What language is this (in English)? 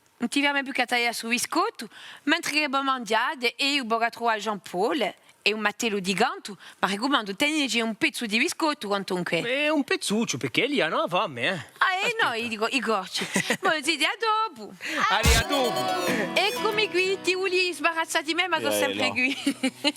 Corsican